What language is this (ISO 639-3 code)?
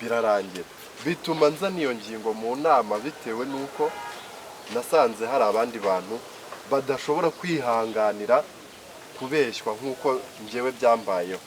kin